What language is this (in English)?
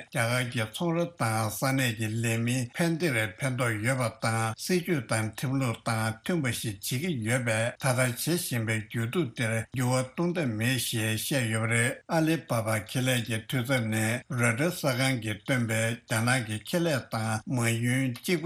Tibetan